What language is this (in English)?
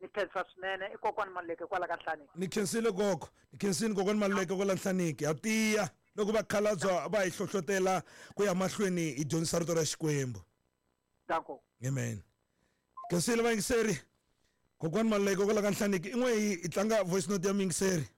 Tsonga